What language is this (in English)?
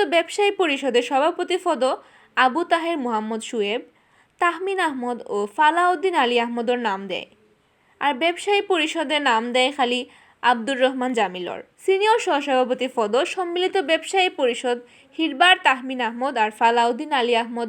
Sylheti